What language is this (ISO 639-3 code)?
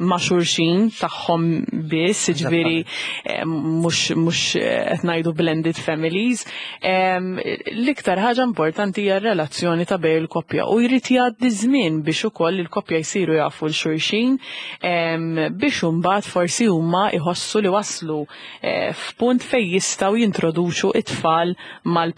mlt